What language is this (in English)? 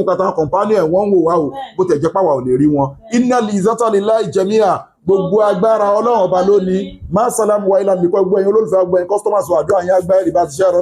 Yoruba